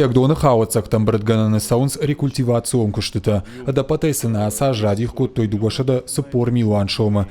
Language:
Ossetic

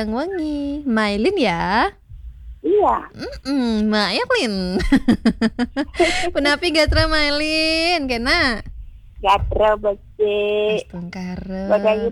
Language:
Balinese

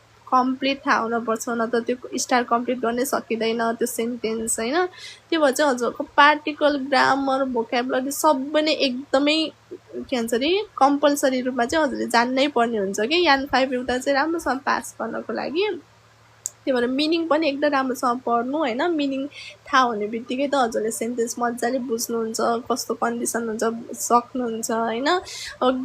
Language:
Nepali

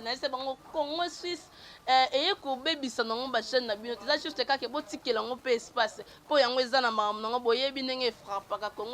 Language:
Lingala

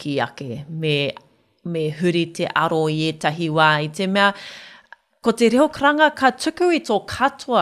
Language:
Māori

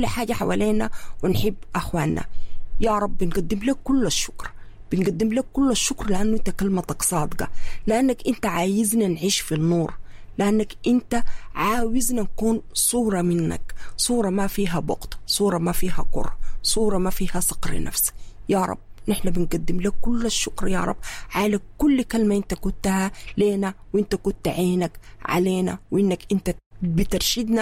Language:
Sudanese Arabic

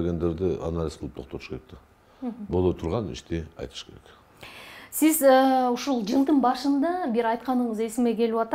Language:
Kyrgyz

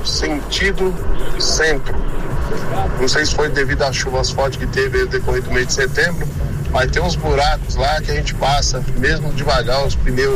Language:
Portuguese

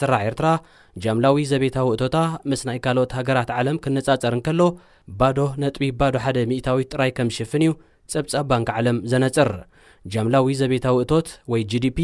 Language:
Tigrinya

